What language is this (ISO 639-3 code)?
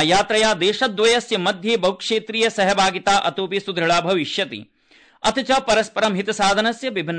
san